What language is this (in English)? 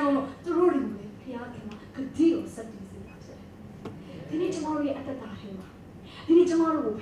Burmese